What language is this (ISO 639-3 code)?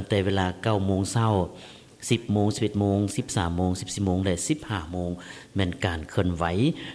lao